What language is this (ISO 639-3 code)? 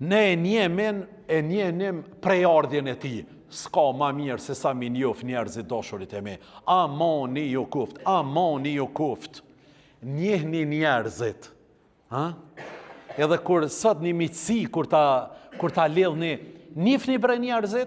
sqi